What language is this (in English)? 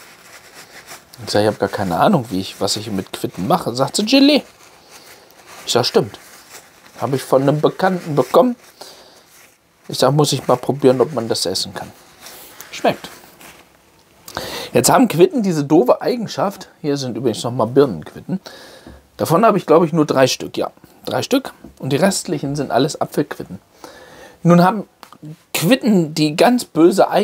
German